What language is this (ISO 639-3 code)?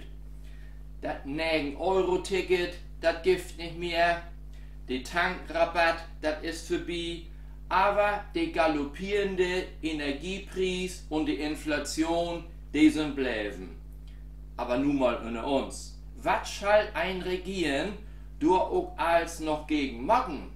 nds